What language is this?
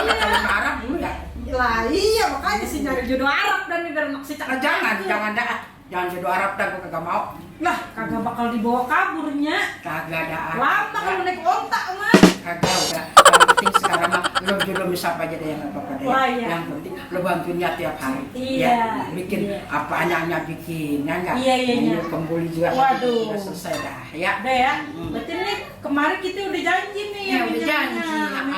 Betawi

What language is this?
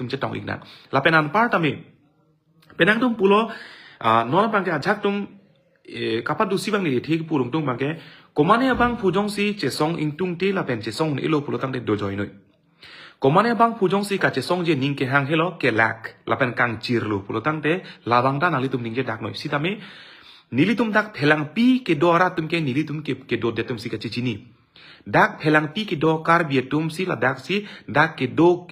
Karbi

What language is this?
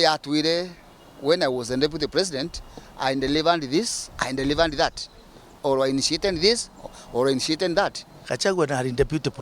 Meru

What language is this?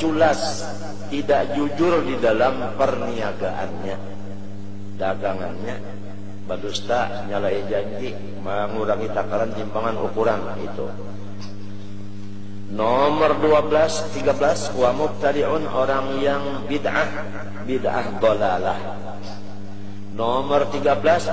Banjar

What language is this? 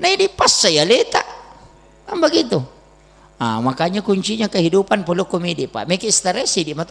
Buginese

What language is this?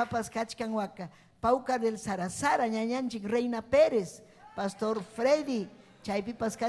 Ayacucho Quechua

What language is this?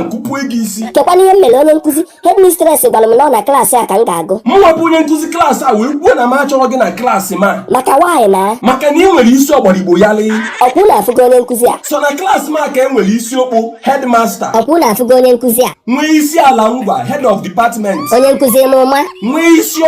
Igbo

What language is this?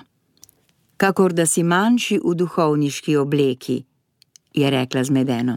Slovenian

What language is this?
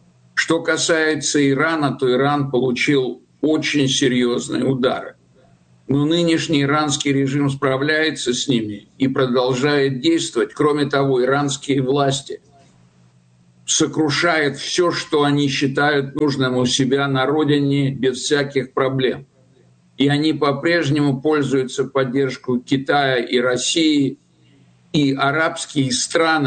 Russian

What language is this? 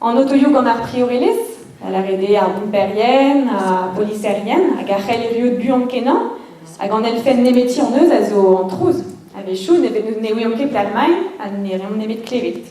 Breton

